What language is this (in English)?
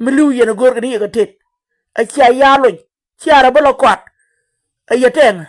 Nuer